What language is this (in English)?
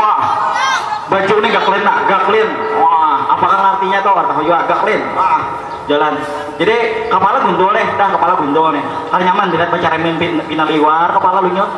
Banjar